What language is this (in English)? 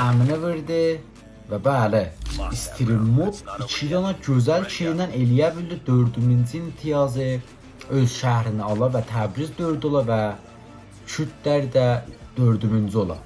South Azerbaijani